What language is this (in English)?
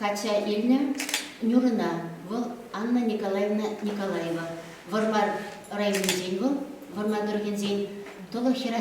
Chuvash